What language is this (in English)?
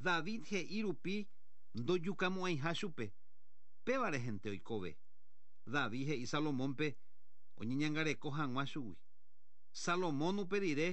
Guarani